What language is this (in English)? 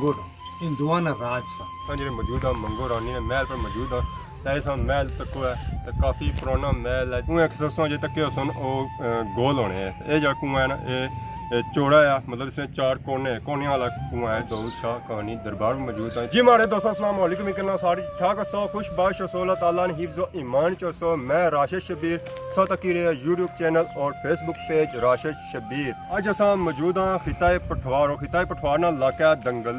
Pahari-Potwari